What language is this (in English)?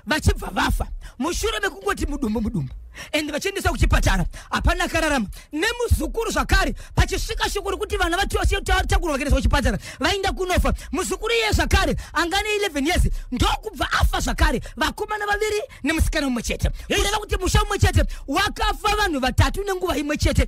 Shona